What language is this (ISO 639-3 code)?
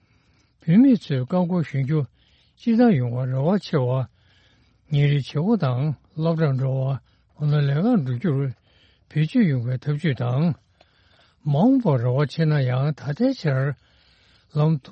bod